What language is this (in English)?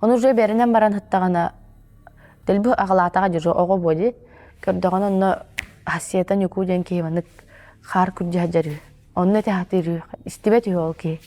Yakut